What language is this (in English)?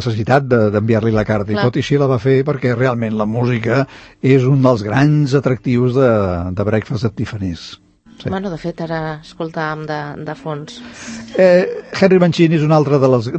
Catalan